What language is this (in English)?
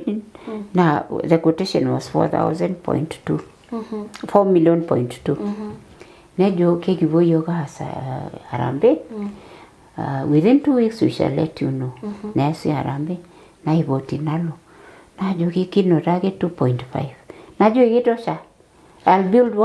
Masai